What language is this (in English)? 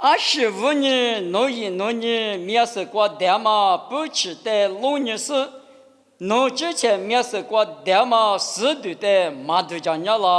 Lisu